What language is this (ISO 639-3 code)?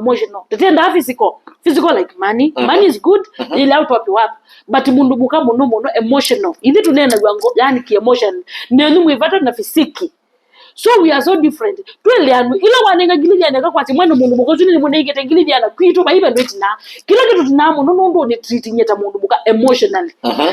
kam